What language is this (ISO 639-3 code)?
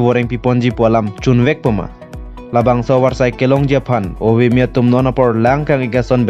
mjw